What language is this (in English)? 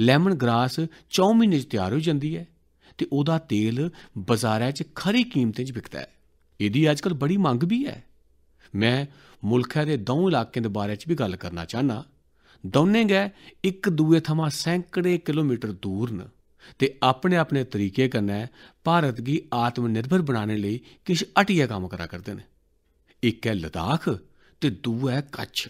Dogri